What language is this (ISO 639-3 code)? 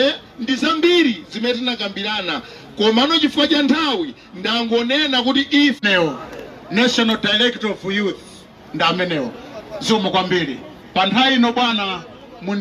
nya